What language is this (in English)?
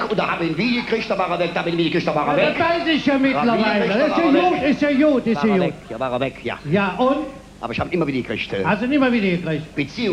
Colognian